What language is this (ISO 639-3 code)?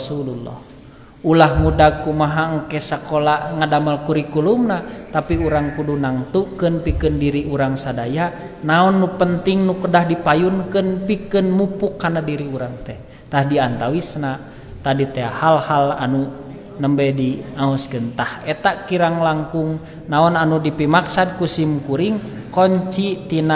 sun